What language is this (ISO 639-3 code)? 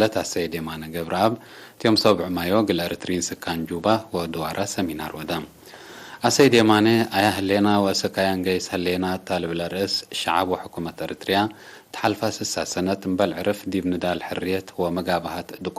tig